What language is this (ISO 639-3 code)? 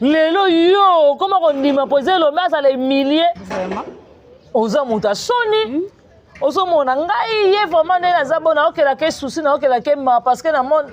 lin